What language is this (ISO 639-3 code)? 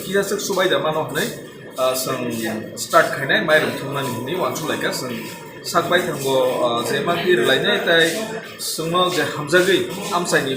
trp